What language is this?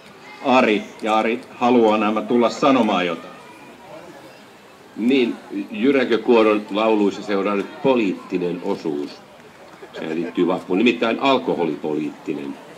Finnish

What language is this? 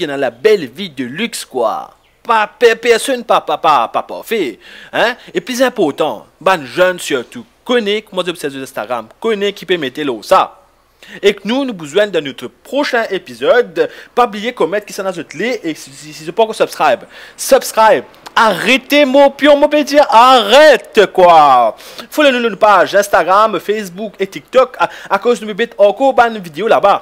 Morisyen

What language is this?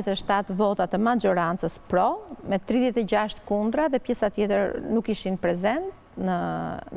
Albanian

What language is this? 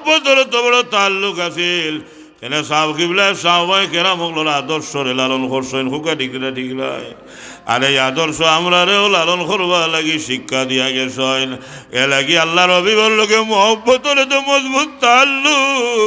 Sylheti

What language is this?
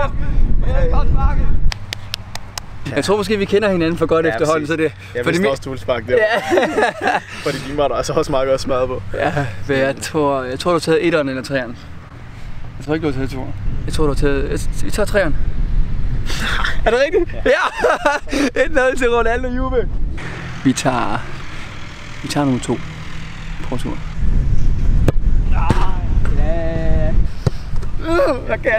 Danish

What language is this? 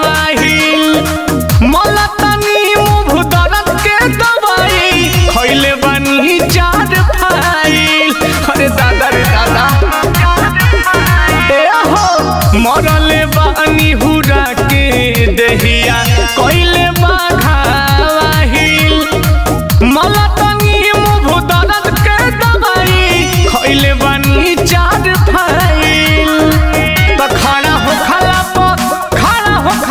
Bhojpuri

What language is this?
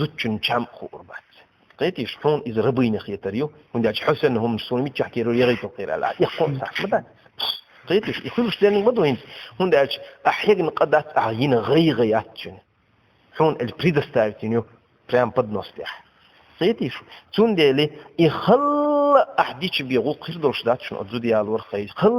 Chechen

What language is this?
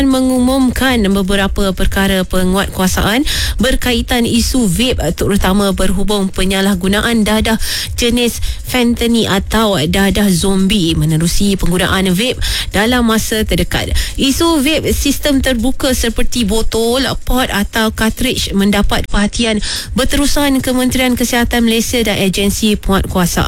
Malay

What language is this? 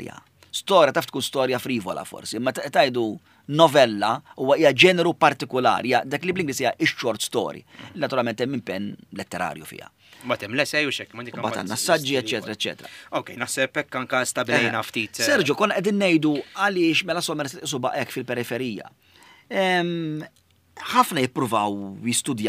Maltese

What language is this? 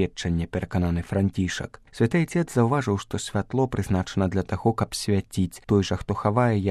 Belarusian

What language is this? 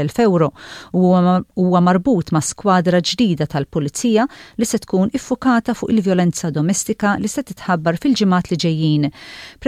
Maltese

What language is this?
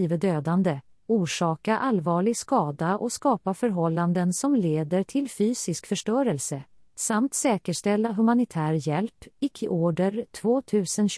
Swedish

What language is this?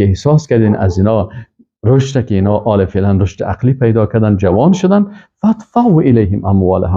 Persian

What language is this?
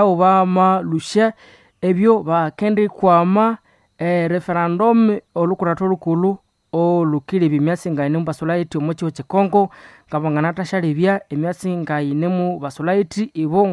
Nande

